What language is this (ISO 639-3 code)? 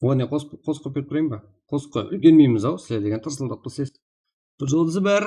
kaa